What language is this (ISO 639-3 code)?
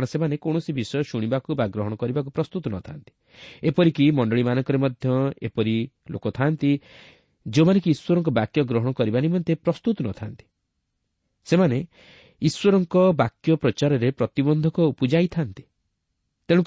ori